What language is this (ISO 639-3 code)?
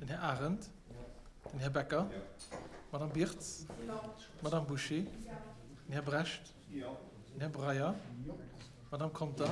ltz